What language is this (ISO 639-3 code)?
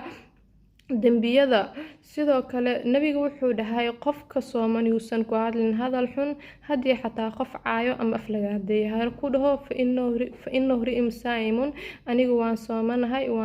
som